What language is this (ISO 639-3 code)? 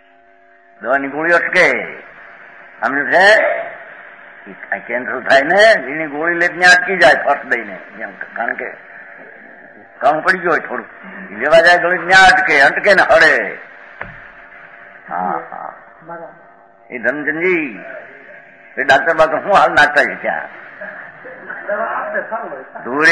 guj